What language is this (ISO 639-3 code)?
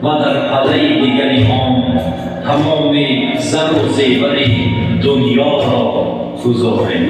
tgk